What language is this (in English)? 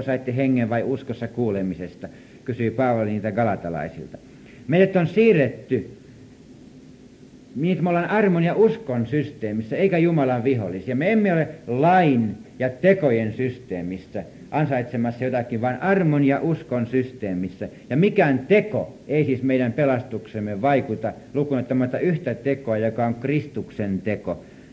Finnish